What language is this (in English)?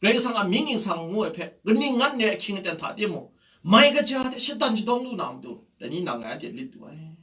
Kachin